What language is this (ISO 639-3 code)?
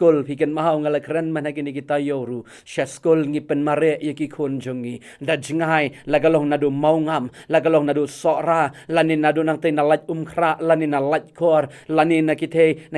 kha